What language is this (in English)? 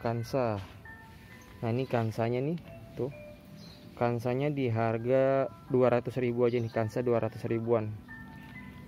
Indonesian